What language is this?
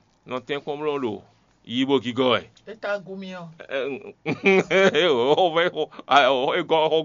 Fon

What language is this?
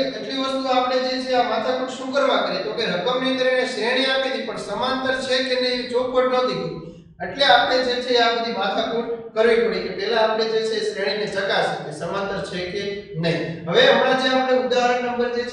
Gujarati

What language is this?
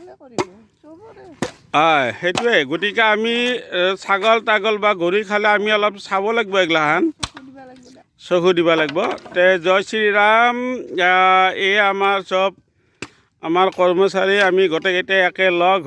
Assamese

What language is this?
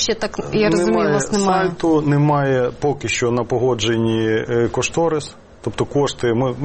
Ukrainian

